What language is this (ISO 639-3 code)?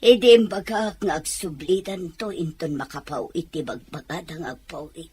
ilo